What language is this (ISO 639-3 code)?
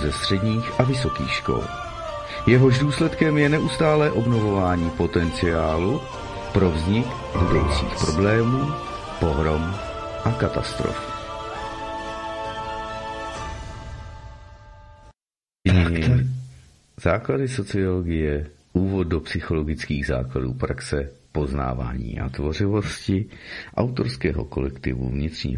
ces